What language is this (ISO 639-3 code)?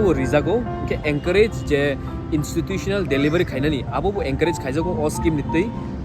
trp